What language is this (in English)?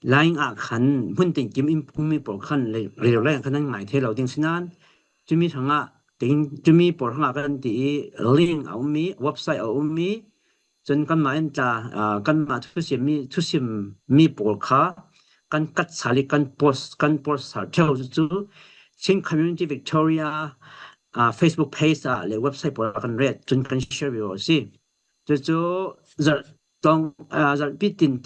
Falam Chin